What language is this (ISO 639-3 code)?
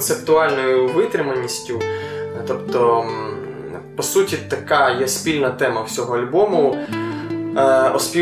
ukr